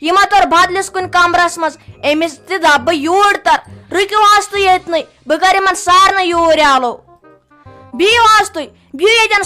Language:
Kashmiri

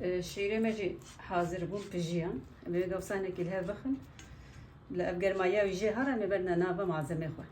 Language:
Kurdish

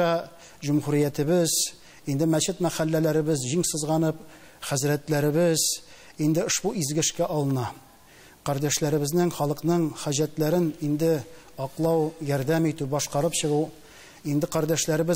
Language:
Tatar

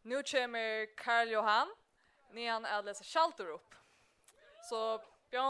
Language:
Faroese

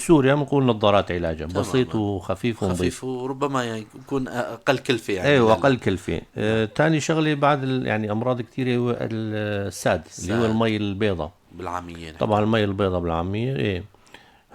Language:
North Levantine Arabic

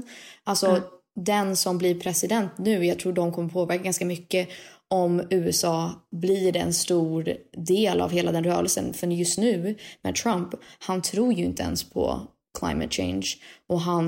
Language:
Swedish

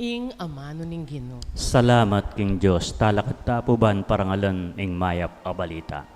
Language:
Pampanga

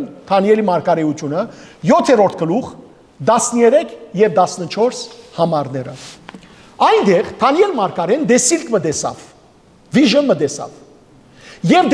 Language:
Western Armenian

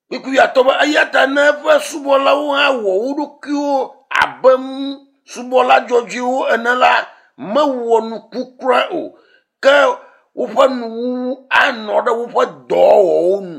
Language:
Ewe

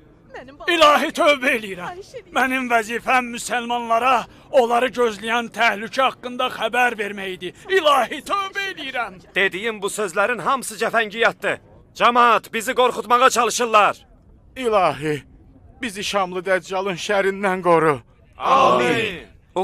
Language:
Azerbaijani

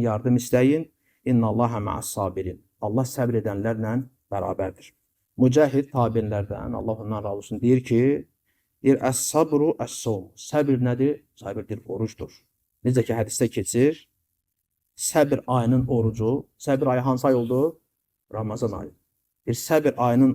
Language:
Azerbaijani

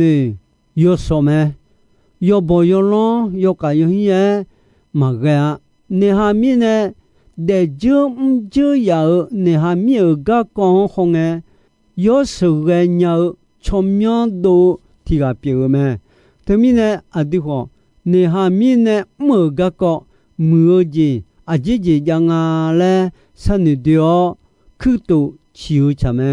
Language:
Akha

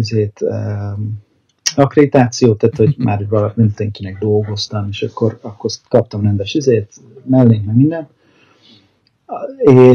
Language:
Hungarian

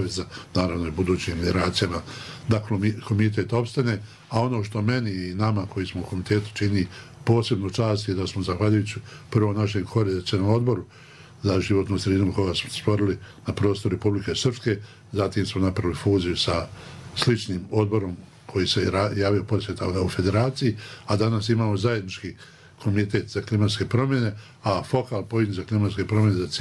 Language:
Bosnian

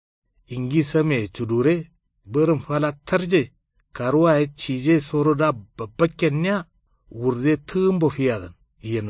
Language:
Kanuri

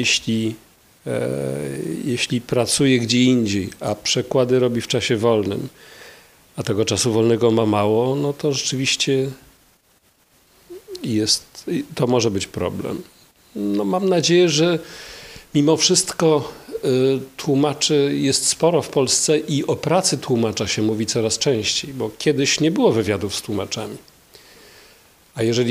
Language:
Polish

